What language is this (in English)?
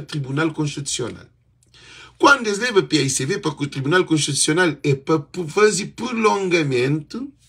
Kabuverdianu